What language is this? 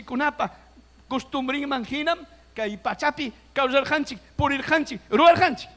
Ayacucho Quechua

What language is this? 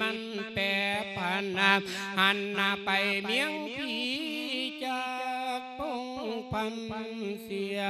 Lao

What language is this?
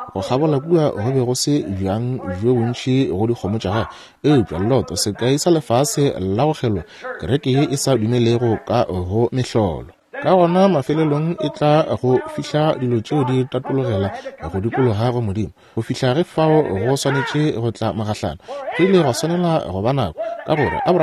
Northern Sotho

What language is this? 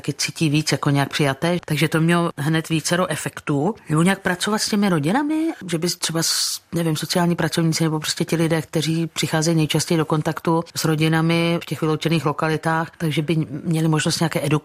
Czech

